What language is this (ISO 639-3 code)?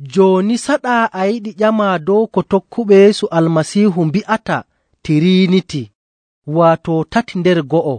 fuv